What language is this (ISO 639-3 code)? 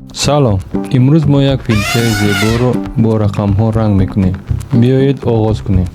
tgk